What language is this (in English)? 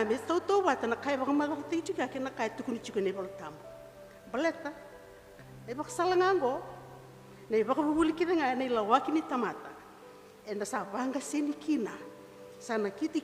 Fijian